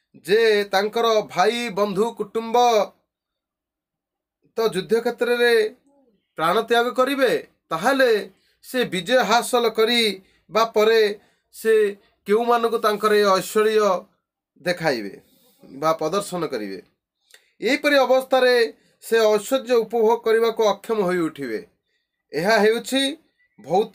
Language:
Odia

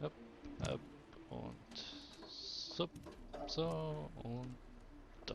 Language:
Swiss German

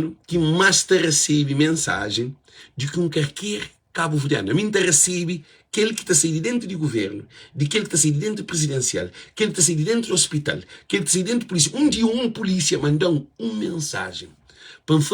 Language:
Kabuverdianu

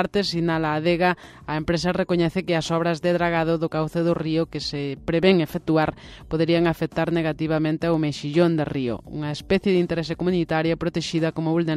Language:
Galician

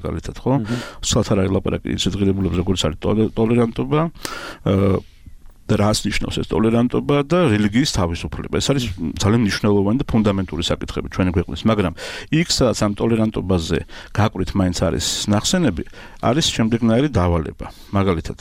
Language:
Georgian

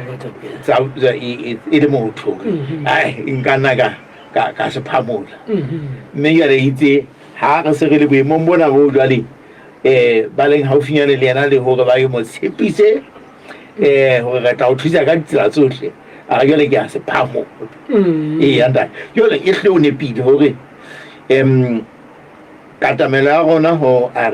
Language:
Southern Sotho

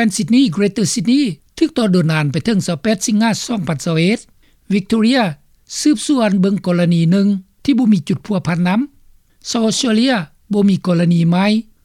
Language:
Lao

